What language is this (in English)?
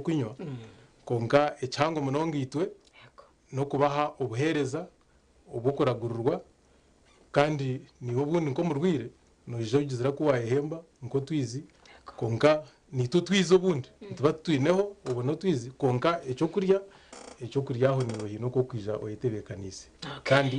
Nyankole